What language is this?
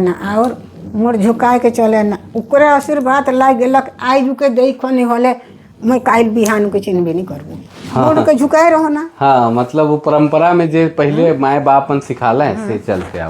Sadri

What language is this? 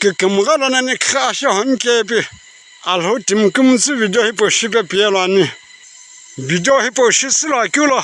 Sumi Naga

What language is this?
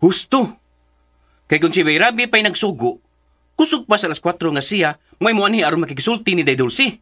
Cebuano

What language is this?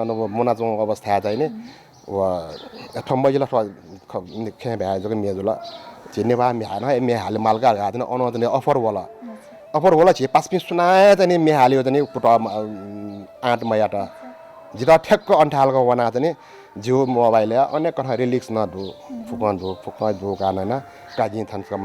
Newari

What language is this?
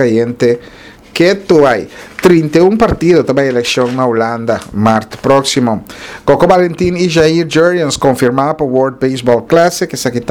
Papiamento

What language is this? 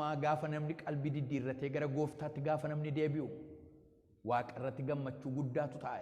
Oromo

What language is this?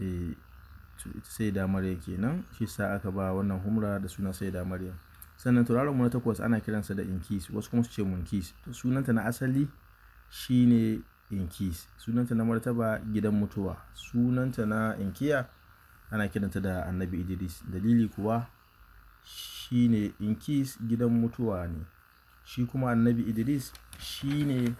Hausa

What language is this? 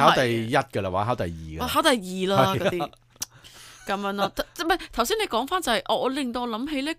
Cantonese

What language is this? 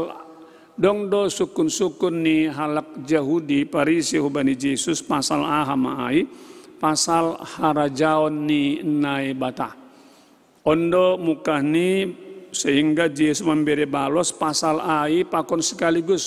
Batak Simalungun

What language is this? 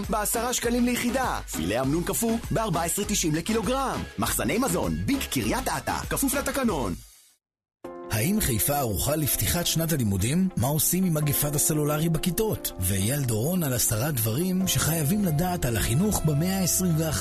Hebrew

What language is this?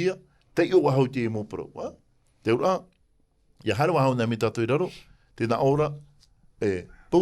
Tahitian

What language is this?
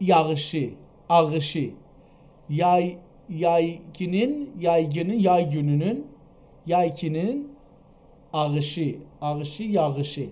South Azerbaijani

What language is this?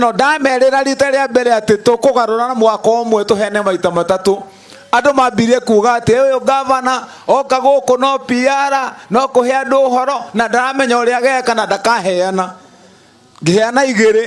Kikuyu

